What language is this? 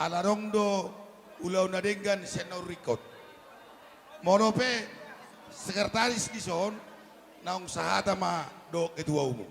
Batak Toba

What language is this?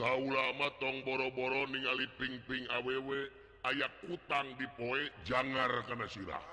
Sundanese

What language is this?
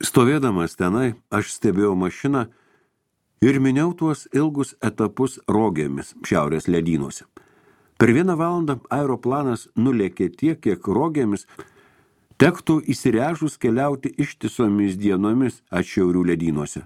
Lithuanian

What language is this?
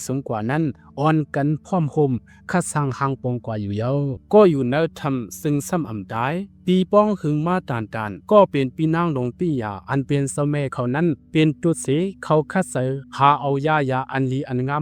Shan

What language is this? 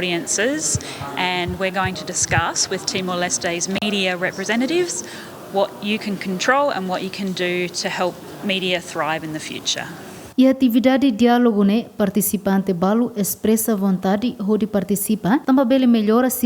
Tetum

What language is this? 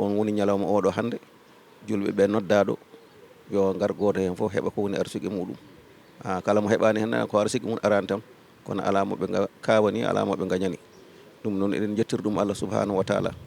Fula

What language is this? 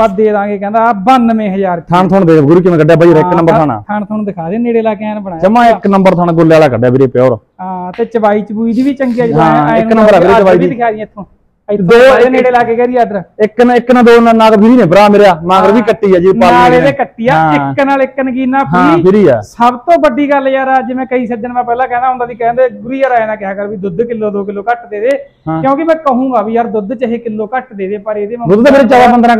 Punjabi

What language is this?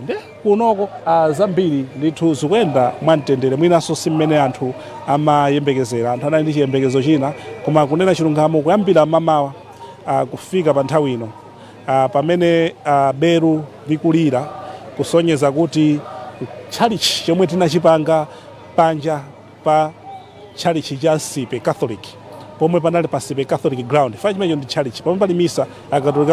Nyanja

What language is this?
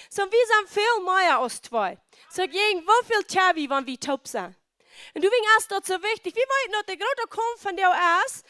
Plautdietsch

